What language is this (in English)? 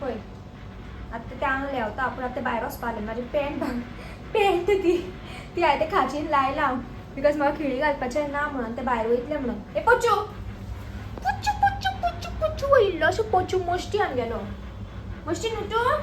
Konkani